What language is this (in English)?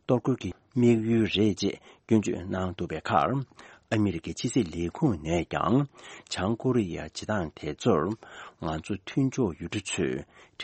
Tibetan